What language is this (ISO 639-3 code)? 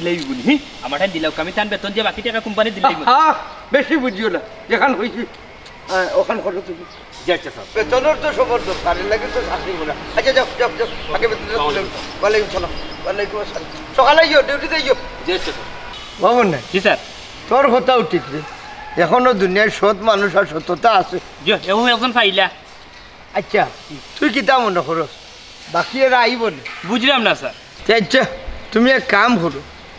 syl